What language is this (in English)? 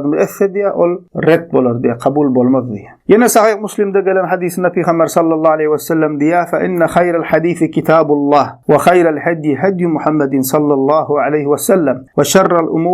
Turkmen